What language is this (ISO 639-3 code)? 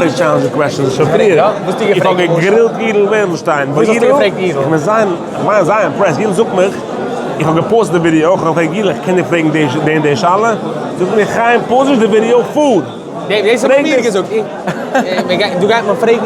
yid